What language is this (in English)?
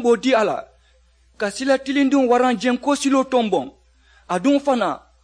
Mandingo